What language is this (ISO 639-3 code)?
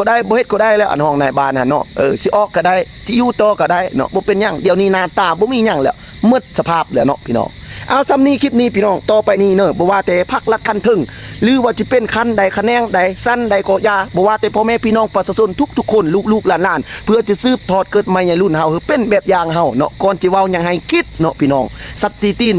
lao